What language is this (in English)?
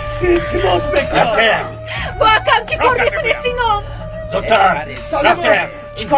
Tajik